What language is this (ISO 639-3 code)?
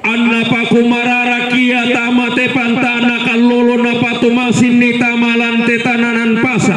sda